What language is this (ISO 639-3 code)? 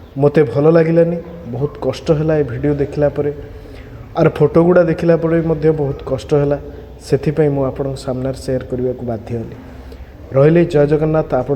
ori